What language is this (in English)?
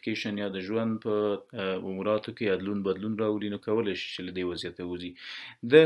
Pashto